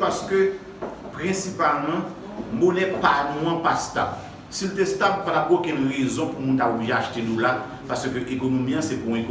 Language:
Haitian Creole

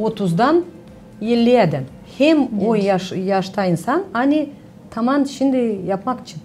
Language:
Gagauz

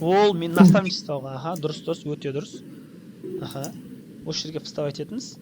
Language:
Kazakh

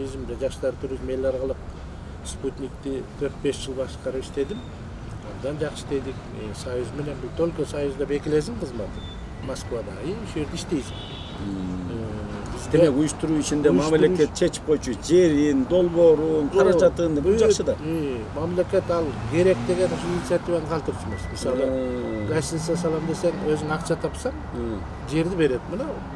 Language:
Kyrgyz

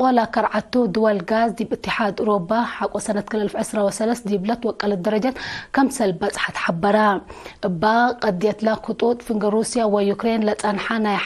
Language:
Tigre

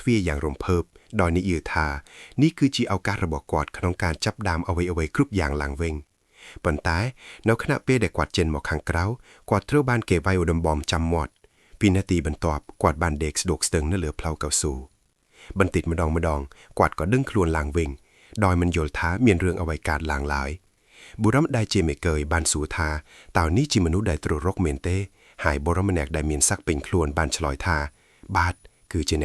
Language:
Khmer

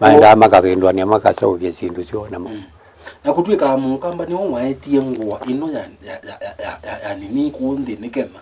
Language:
Kamba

